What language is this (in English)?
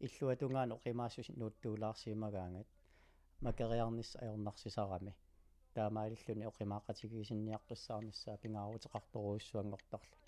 Kalaallisut